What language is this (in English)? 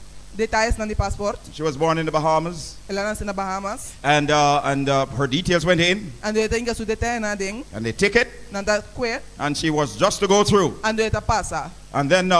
Papiamento